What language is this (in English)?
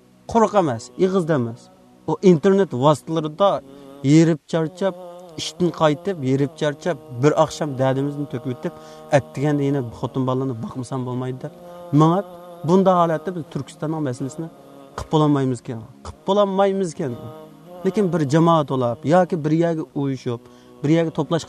Uyghur